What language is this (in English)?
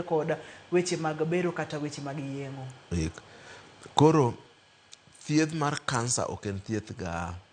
Luo (Kenya and Tanzania)